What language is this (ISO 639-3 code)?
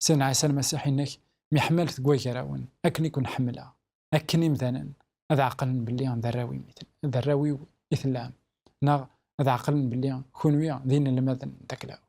kab